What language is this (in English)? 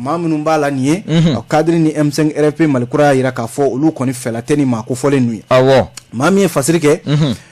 Bambara